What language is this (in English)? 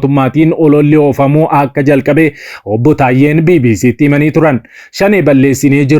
Oromo